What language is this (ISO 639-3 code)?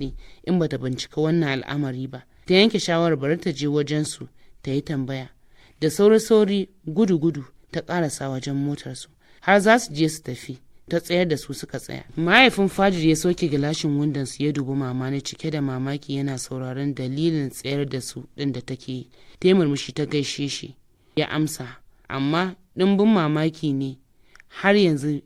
hau